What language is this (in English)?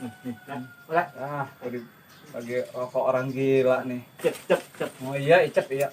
Betawi